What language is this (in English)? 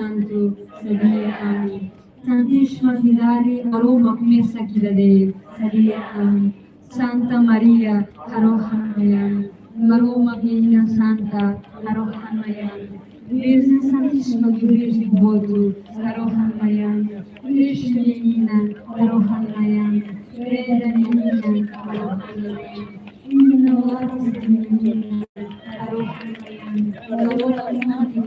Tetum